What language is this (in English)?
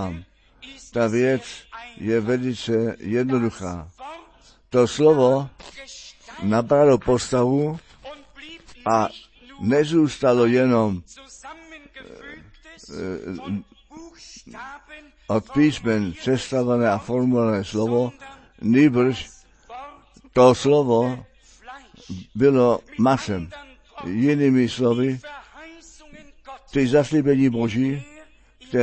Czech